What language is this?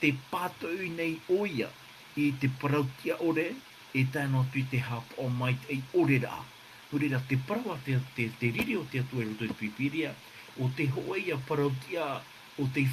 Tahitian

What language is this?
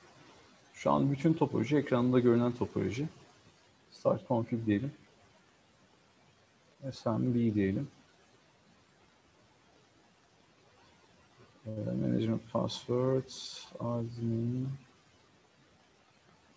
Turkish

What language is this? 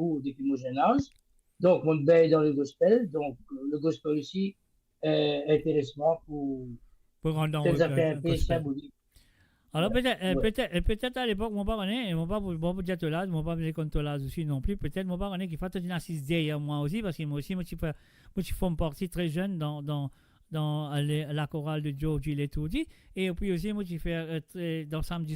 Morisyen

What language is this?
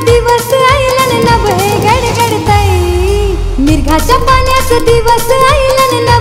Marathi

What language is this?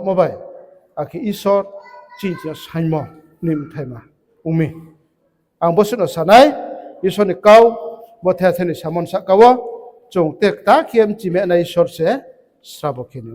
Riang (India)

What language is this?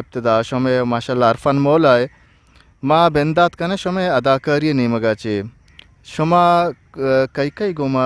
Eastern Balochi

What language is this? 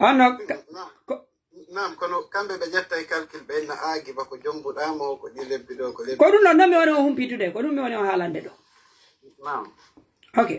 Pular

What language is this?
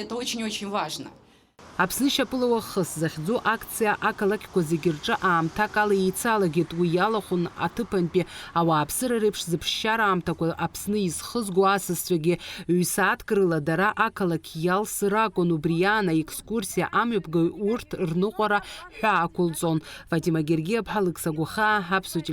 Abkhazian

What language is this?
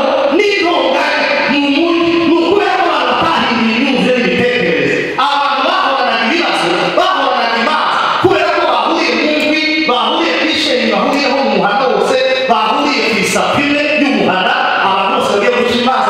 Kinyarwanda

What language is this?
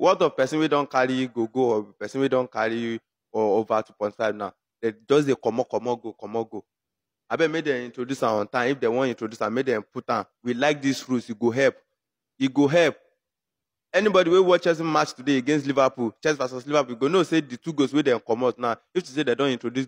Nigerian Pidgin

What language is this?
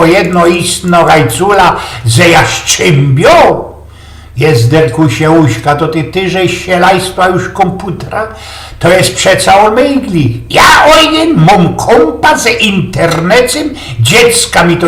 Silesian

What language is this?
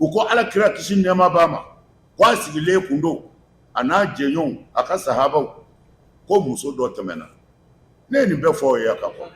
Bambara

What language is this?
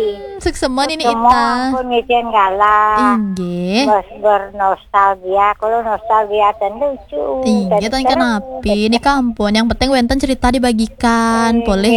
Balinese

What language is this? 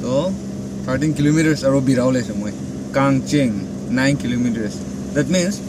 Naga Pidgin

